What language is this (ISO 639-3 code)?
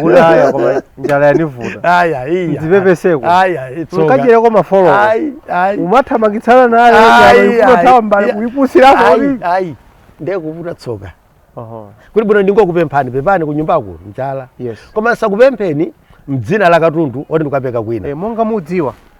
nya